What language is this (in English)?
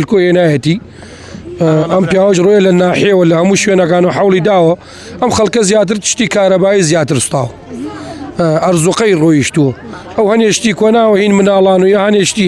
Central Kurdish